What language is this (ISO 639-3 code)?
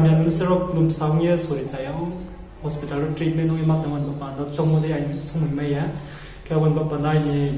ria